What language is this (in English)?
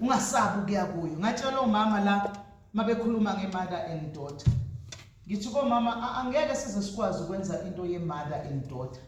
Zulu